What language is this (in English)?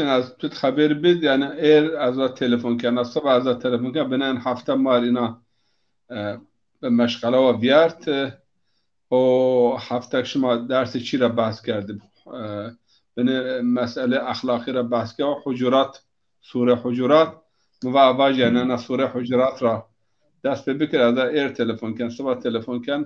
Zaza